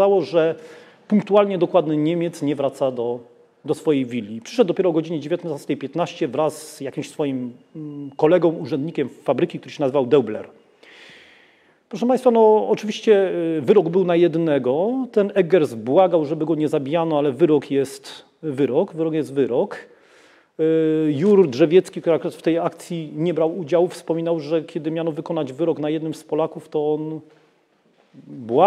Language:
Polish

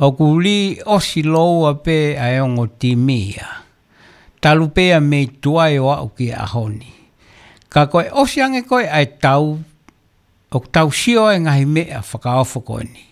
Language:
Tongan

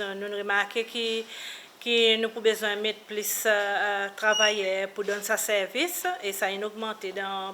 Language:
Seselwa Creole French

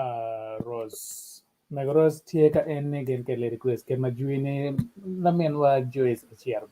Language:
Acoli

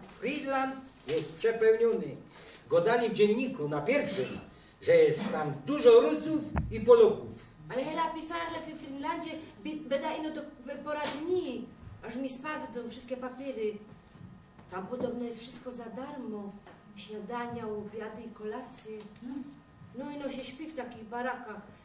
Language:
Silesian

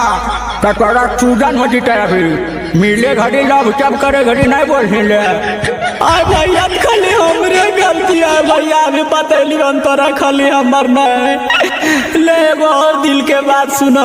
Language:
Magahi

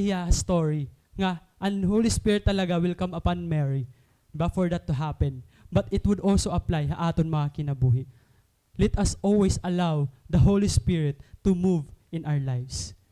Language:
Waray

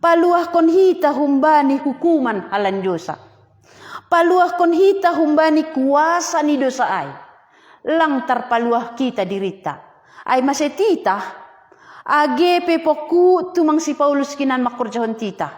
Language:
Batak Simalungun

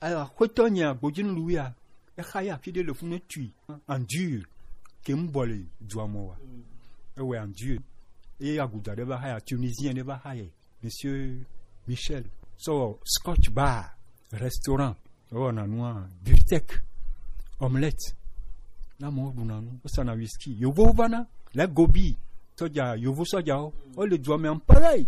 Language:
Gen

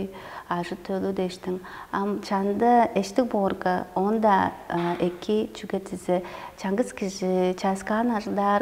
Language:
Tuvinian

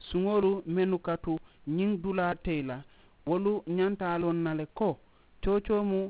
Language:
Mandingo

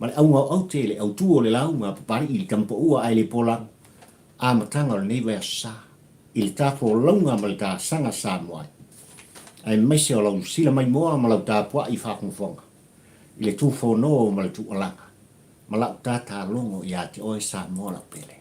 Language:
Samoan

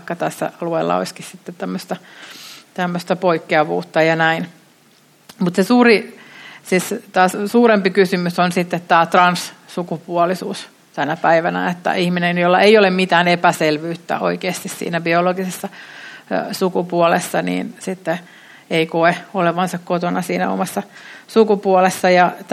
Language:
Finnish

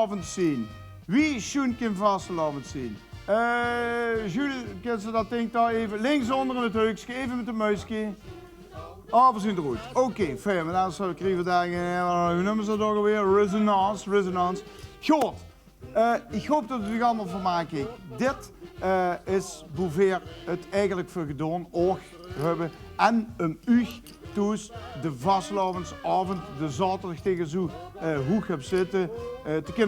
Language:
Limburgish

